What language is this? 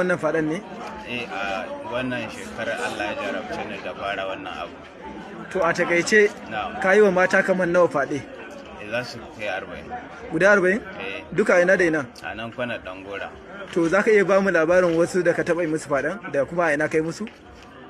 Hausa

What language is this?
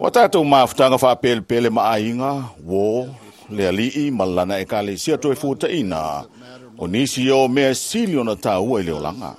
Samoan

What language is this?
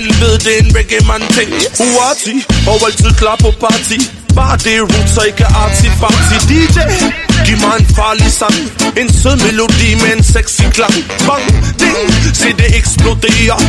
Danish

